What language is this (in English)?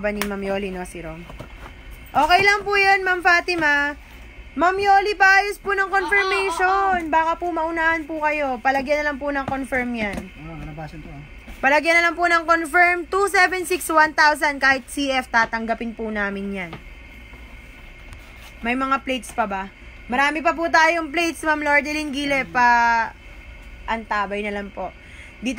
Filipino